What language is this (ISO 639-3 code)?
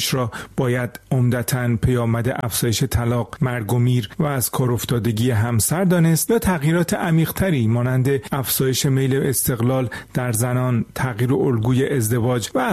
fas